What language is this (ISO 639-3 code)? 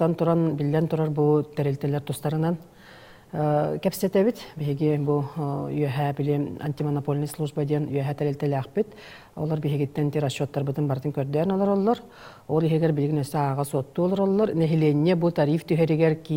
sah